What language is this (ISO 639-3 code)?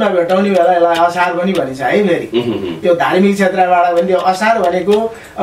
nep